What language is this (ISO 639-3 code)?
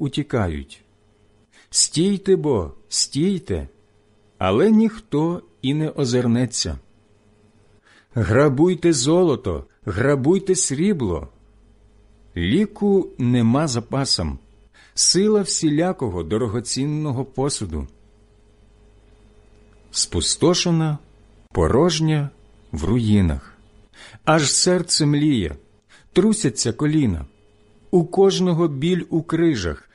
ukr